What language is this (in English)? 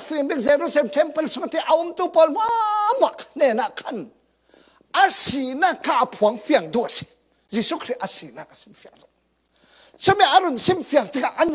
Falam Chin